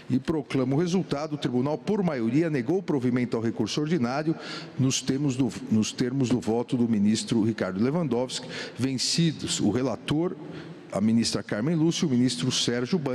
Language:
Portuguese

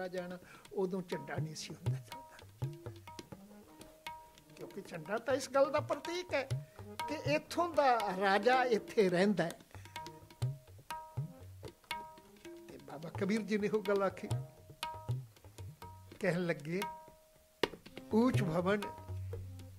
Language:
Punjabi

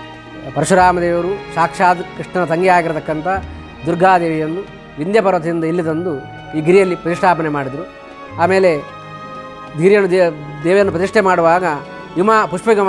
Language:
Kannada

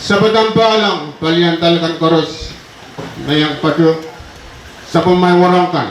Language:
Pohnpeian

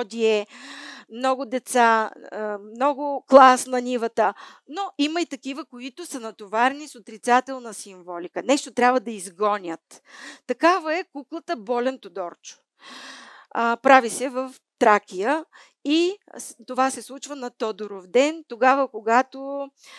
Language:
Bulgarian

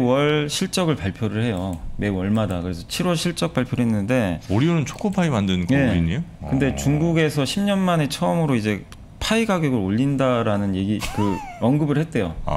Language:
Korean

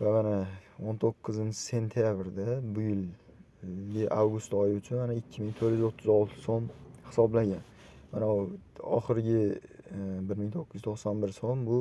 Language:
Uzbek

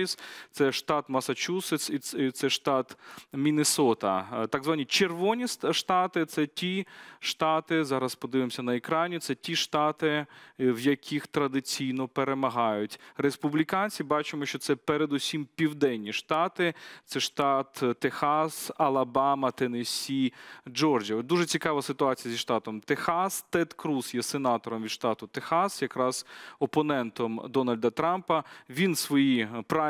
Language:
Ukrainian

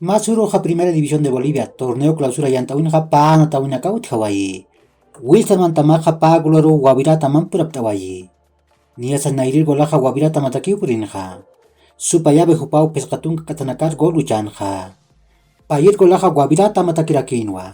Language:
Aymara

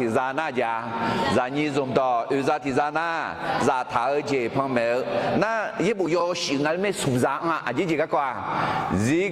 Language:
Akha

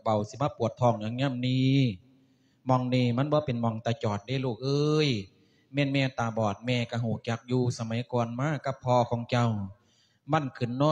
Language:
Lao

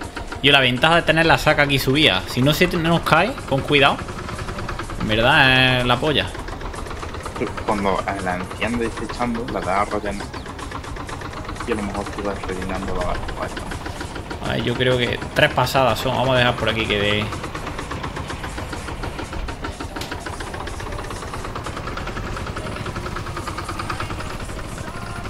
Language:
Spanish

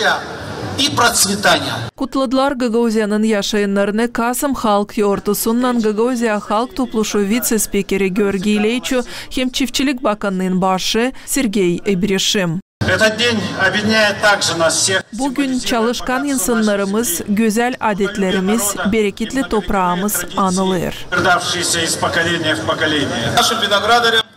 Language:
Gagauz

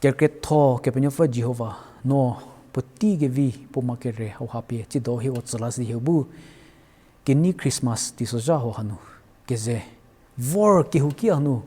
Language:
Angami Naga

